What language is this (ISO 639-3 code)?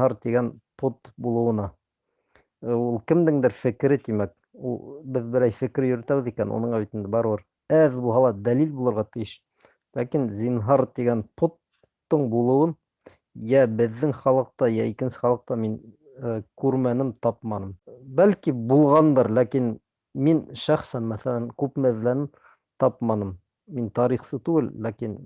bak